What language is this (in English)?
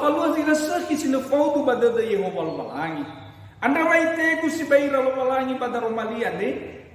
Nias